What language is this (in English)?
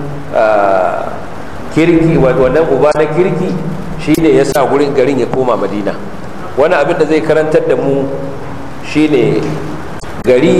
Hausa